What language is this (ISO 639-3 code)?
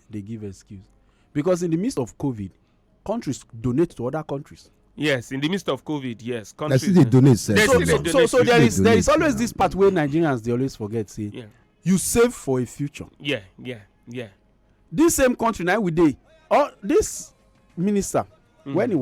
pcm